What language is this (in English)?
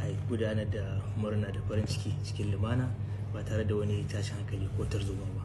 Hausa